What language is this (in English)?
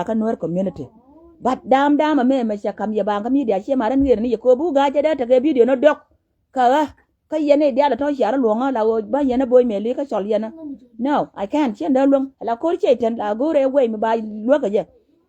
Nuer